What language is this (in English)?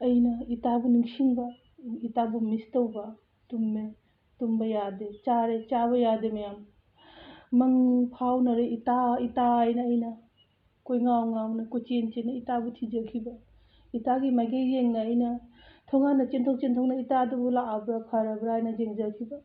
Manipuri